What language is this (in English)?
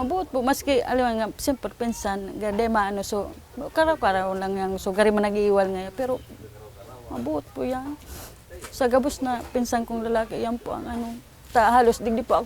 Bikol